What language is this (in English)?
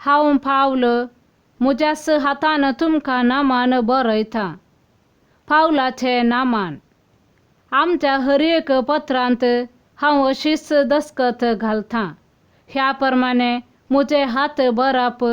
Konkani